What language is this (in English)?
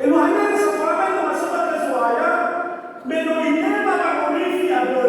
Nias